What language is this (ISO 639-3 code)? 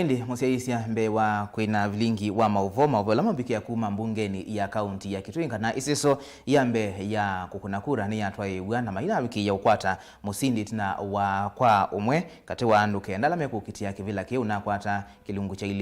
kam